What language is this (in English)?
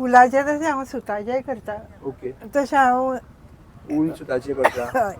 Konkani